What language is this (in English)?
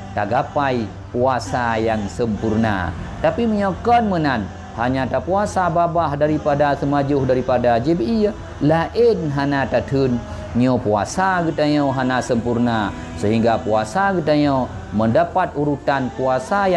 Achinese